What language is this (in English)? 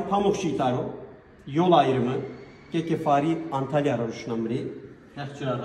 Zaza